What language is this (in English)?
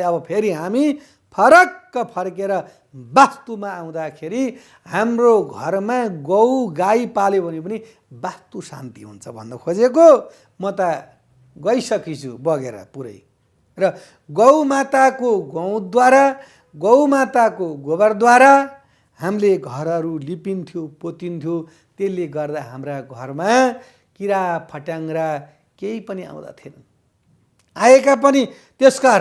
Nepali